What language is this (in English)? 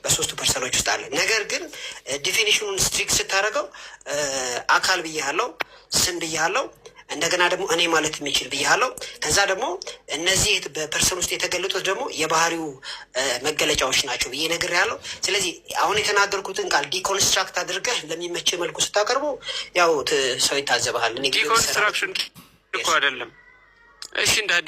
Amharic